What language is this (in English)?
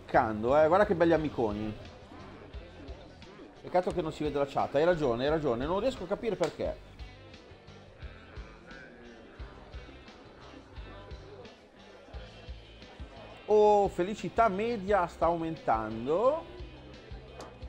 Italian